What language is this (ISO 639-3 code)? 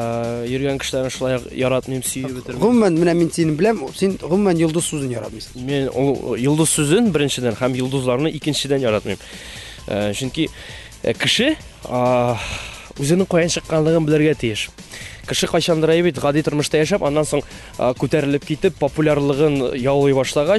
tat